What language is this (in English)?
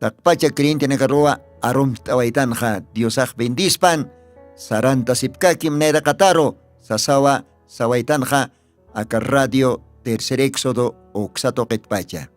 Aymara